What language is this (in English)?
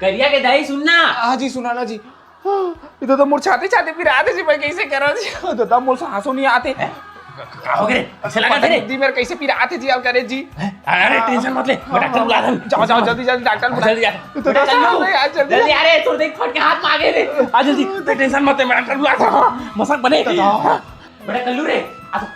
Chhattisgarhi